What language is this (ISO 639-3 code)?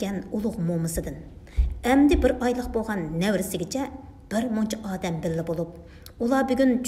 uig